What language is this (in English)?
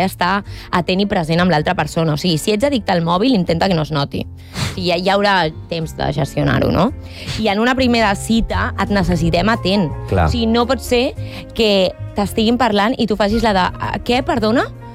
Catalan